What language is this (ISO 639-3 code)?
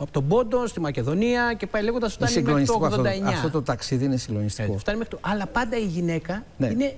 ell